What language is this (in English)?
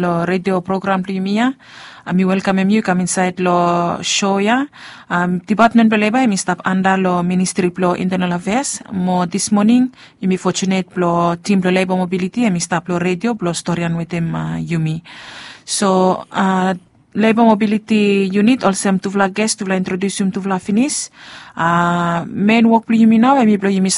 Bislama